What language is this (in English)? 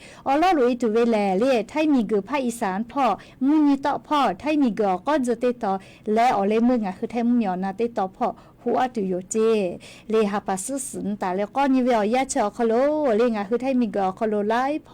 Lahu